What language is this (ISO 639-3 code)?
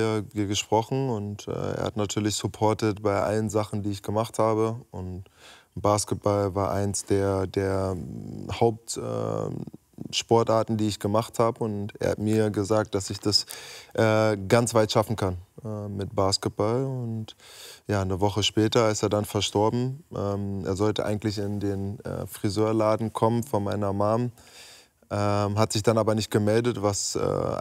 deu